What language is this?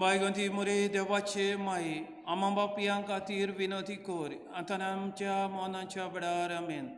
Konkani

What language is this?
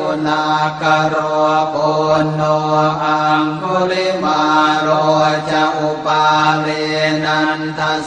Pali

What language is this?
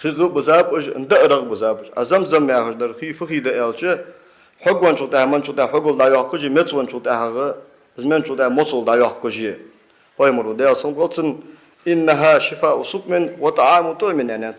Ingush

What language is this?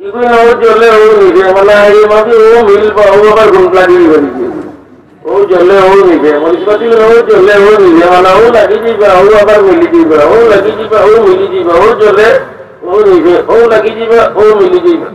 Sylheti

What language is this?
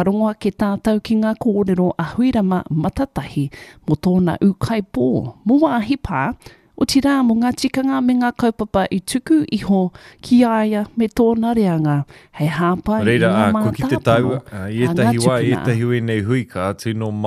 Māori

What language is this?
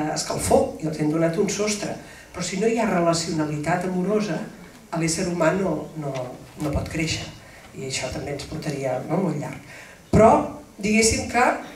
Catalan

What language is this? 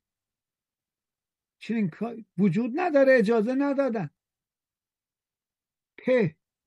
Persian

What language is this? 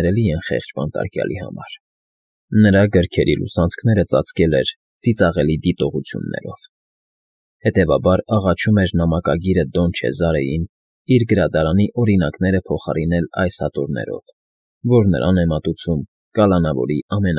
Armenian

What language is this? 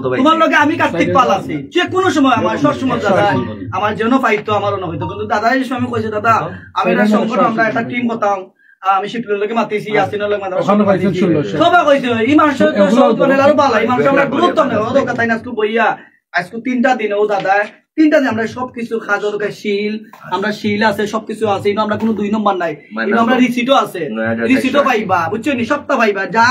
Sylheti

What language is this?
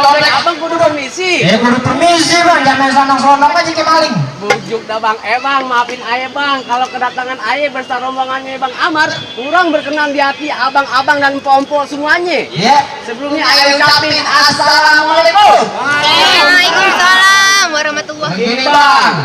Betawi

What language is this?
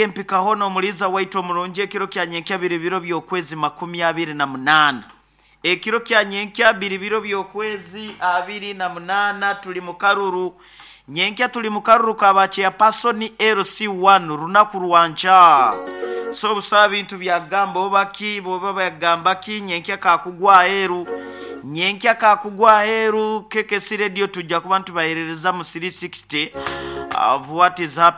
Nyoro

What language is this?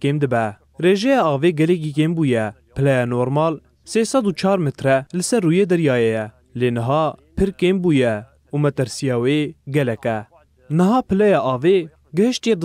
Kurdish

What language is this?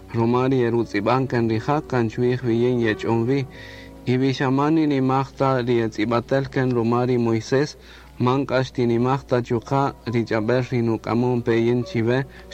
Kaqchikel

